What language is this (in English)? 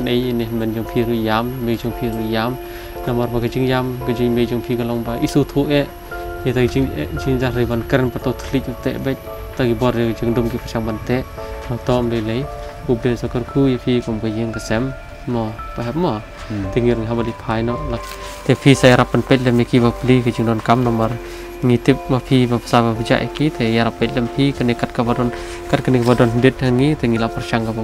Khasi